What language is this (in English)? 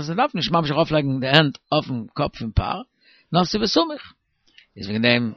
Yiddish